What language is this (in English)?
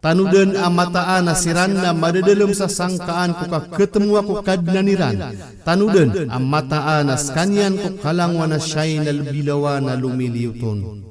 Maranao